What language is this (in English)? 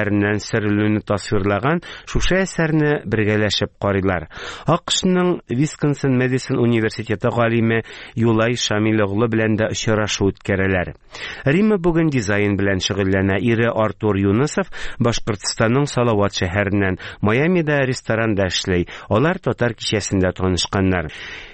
Tatar